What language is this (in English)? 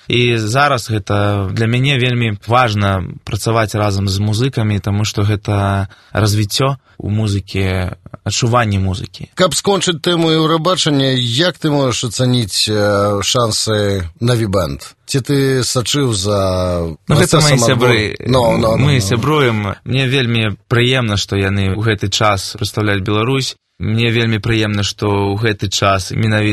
Belarusian